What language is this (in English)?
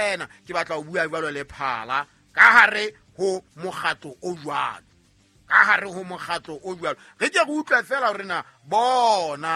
Southern Sotho